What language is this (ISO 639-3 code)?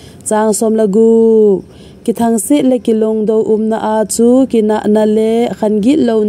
tcz